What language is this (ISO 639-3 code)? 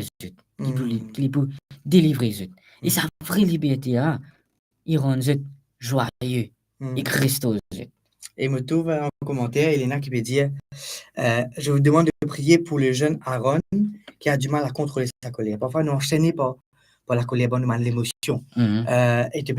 mfe